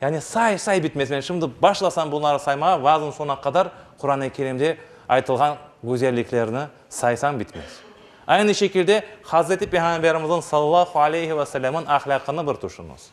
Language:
Crimean Tatar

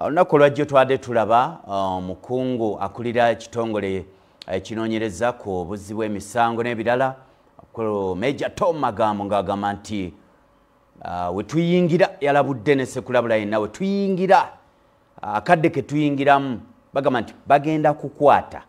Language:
Ganda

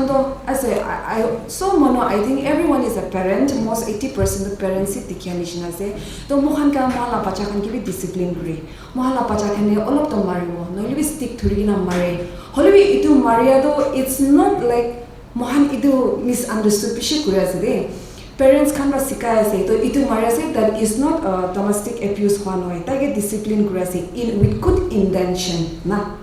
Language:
Naga Pidgin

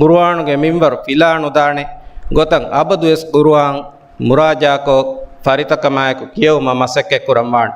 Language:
Divehi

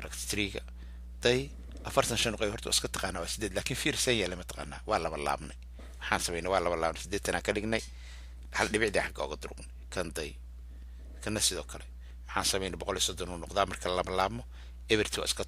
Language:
Somali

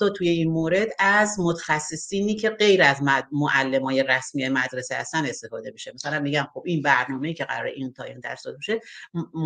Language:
Persian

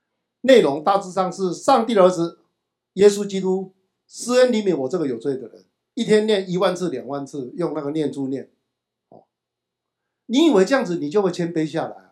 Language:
Chinese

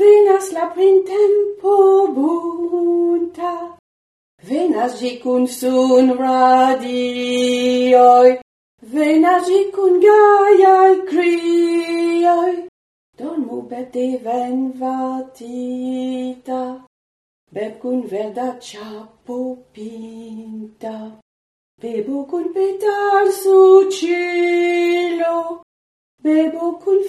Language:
Esperanto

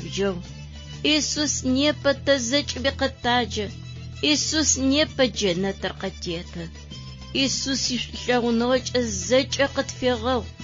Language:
Adyghe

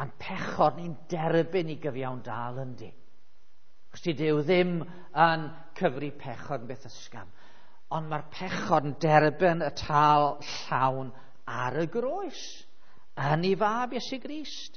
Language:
Welsh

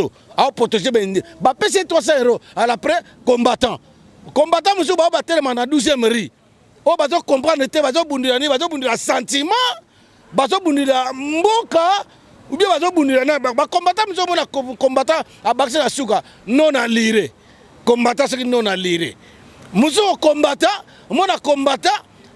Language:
Lingala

